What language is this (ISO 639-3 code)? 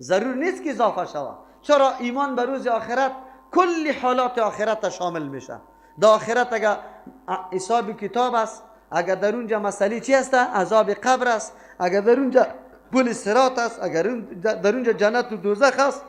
fas